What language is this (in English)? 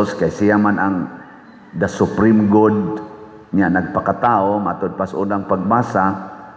Cebuano